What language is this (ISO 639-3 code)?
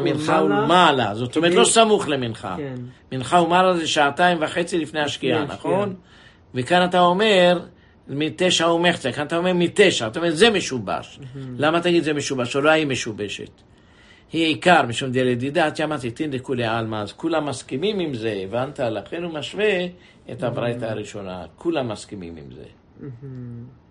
heb